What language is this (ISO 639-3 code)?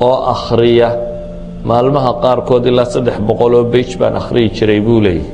som